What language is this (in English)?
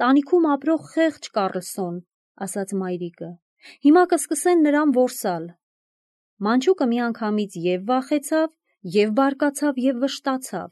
Armenian